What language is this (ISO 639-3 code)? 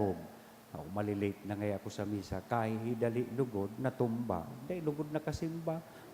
bik